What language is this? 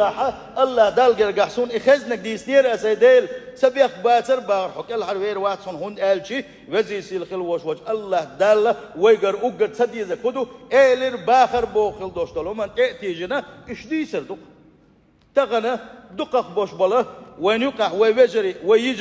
Chechen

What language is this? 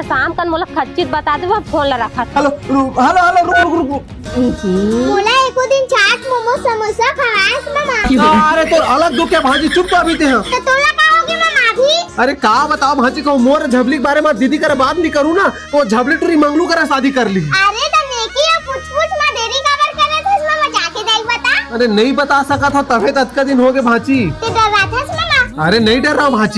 Chhattisgarhi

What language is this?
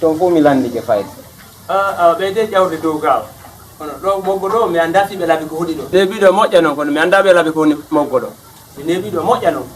Fula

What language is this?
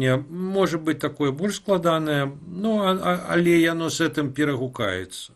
Belarusian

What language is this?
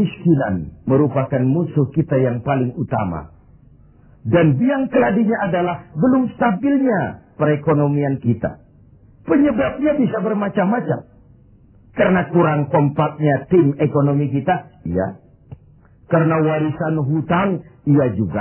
Indonesian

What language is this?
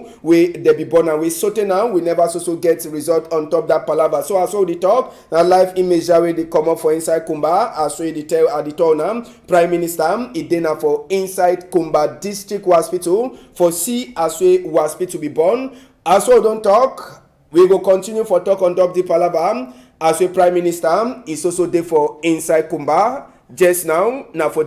Cameroon Pidgin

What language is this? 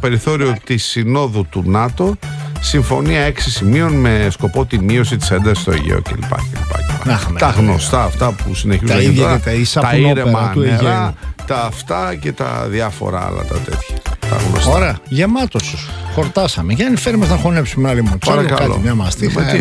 Greek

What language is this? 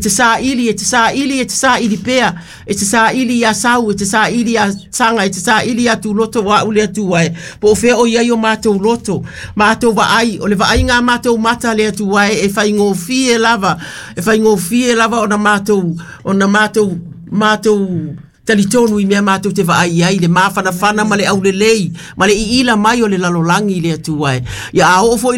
Samoan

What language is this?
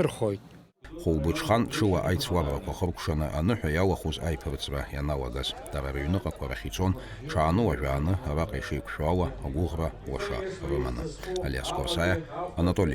Abkhazian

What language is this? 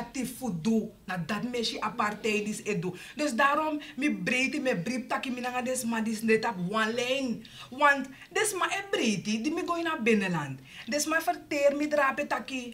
Sranan Tongo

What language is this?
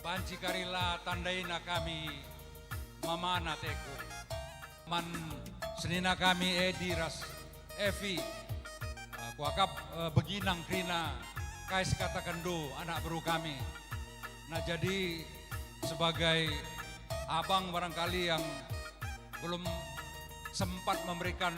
Batak Karo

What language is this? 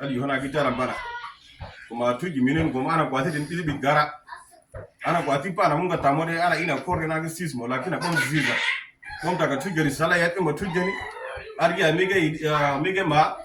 Uduk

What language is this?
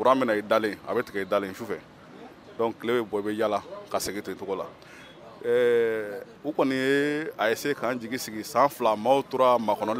Bambara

